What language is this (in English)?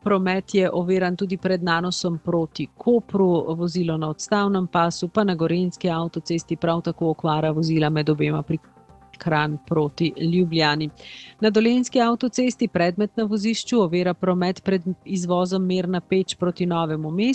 Slovenian